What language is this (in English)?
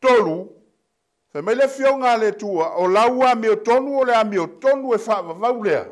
Samoan